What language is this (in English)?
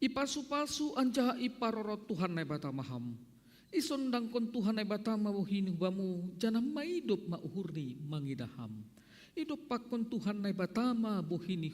Batak Simalungun